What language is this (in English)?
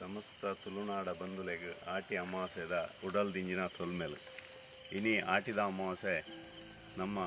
Tulu